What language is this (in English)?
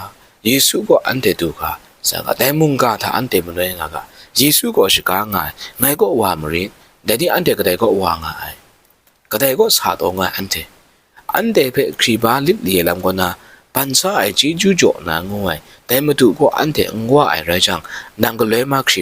Kachin